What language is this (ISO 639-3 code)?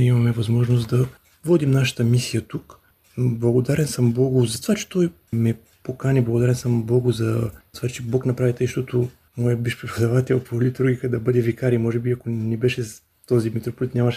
bul